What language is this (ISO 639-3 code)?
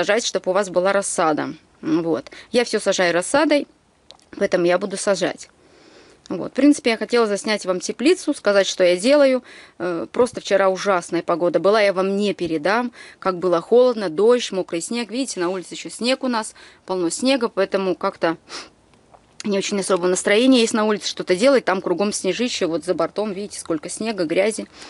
rus